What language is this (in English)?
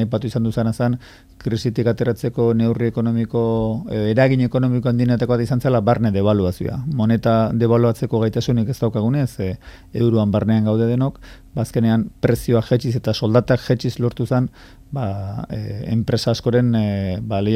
Basque